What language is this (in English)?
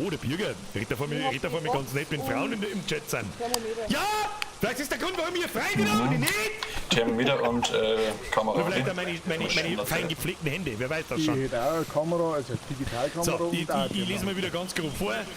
Bavarian